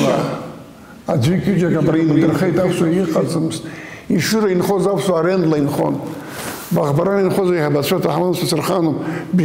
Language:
Abkhazian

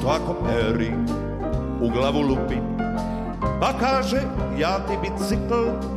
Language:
Croatian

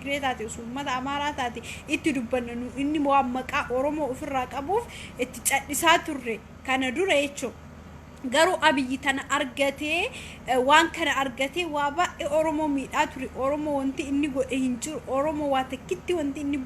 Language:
Oromo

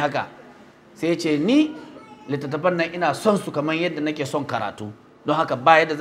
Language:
Hausa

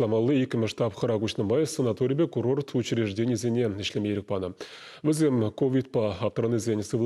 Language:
Chuvash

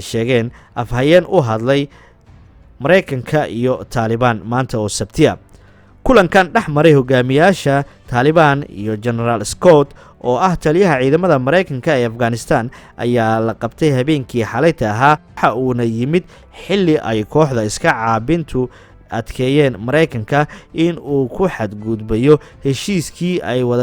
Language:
Somali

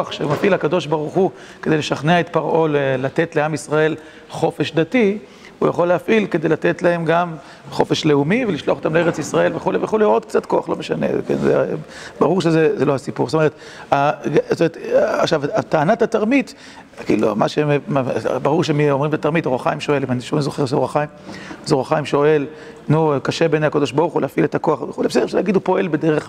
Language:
Hebrew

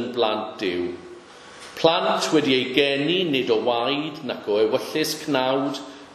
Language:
Welsh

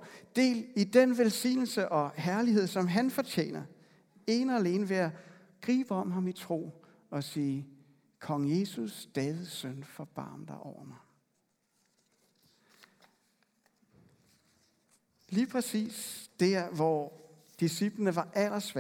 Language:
Danish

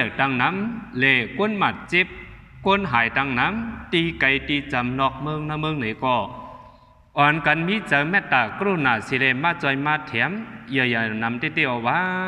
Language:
Shan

